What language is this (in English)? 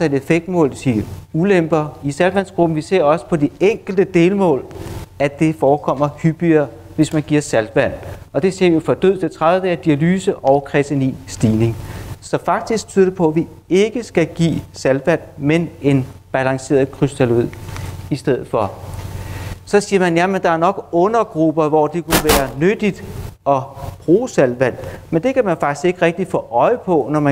Danish